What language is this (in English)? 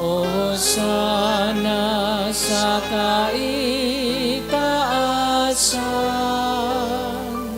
Bikol